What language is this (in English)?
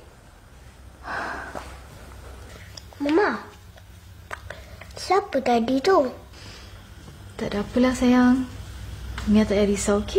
Malay